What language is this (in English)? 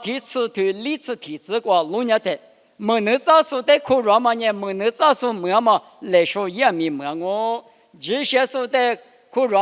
Lisu